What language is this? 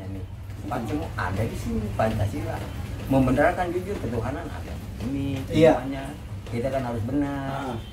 Betawi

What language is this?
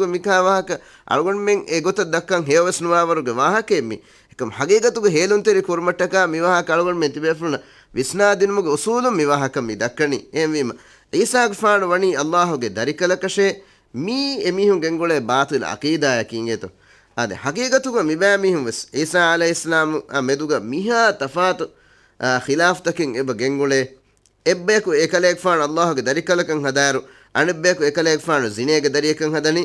Divehi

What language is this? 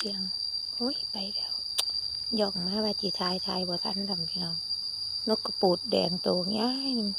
Lao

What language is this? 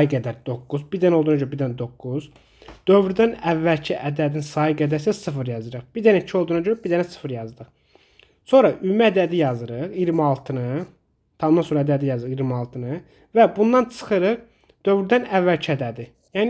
Azerbaijani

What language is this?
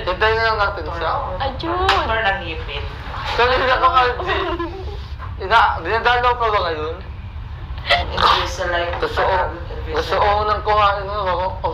Filipino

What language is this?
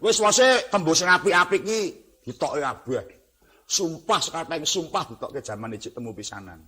Javanese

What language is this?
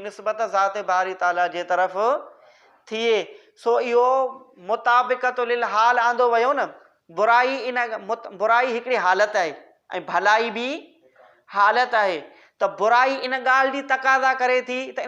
Sindhi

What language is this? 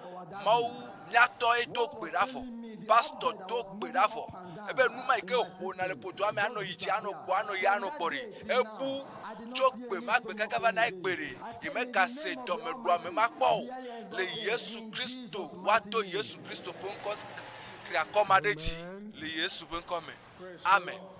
Ewe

